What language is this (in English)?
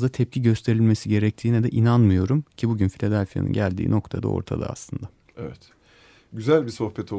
Turkish